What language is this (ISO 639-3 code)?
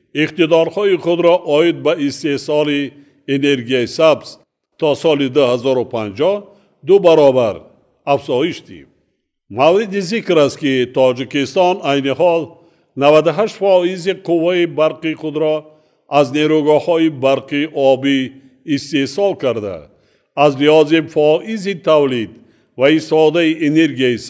tgk